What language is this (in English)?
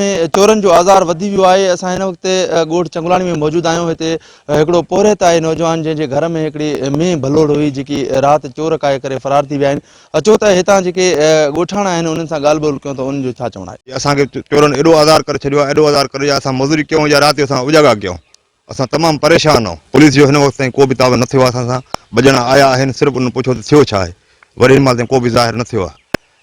Sindhi